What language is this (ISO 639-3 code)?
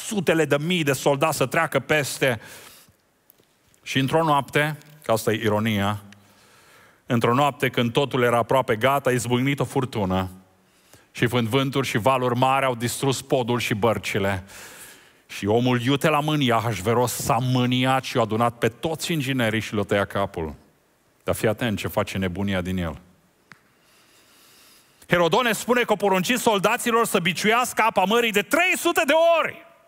ron